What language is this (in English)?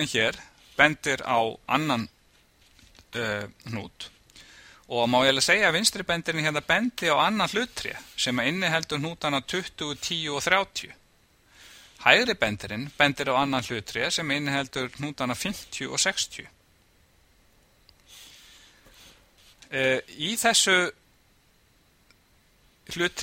Icelandic